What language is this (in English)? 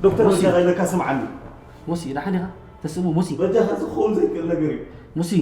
Tigrinya